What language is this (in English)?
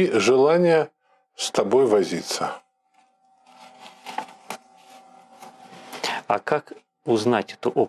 Russian